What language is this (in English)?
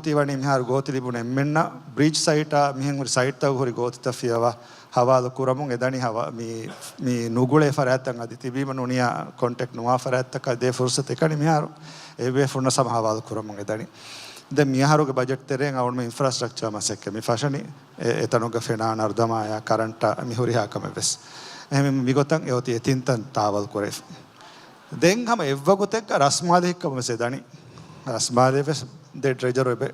Divehi